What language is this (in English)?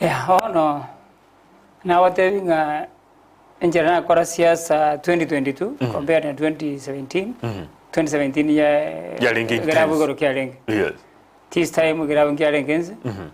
Gusii